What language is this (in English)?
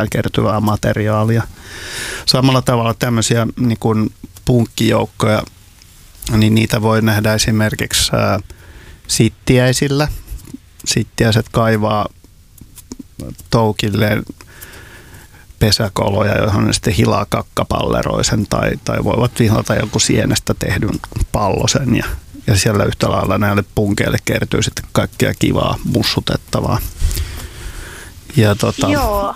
Finnish